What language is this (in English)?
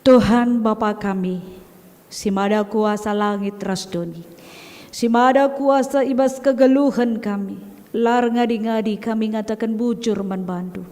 Batak Karo